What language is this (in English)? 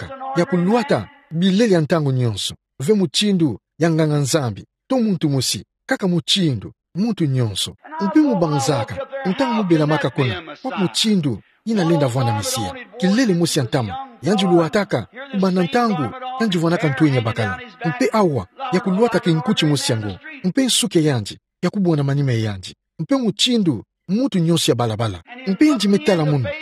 Kituba (Democratic Republic of Congo)